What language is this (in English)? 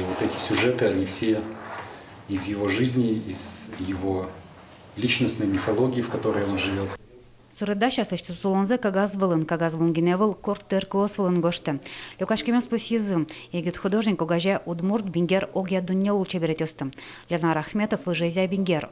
Udmurt